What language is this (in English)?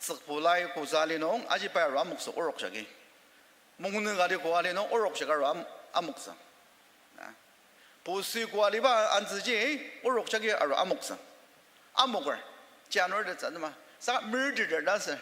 Ao Naga